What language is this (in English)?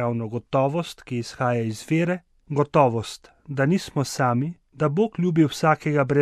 Slovenian